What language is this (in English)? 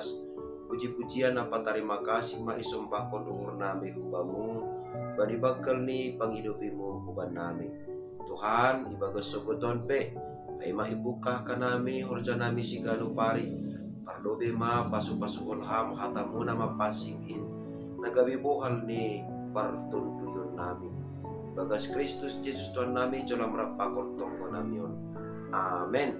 Batak Simalungun